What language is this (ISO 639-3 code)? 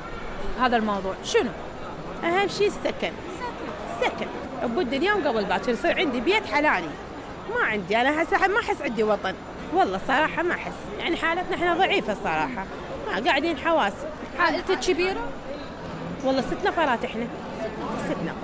acm